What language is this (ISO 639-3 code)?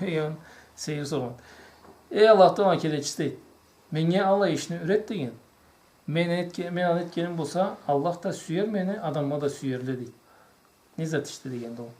krc